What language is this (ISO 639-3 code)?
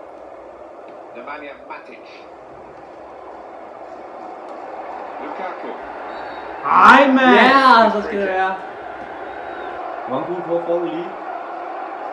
dan